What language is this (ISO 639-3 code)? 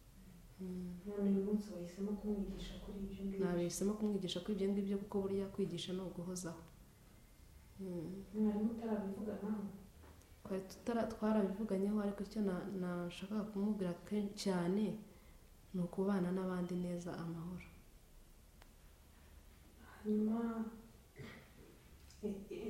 kin